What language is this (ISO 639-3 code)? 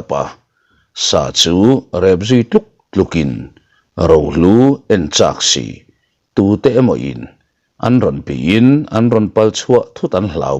lus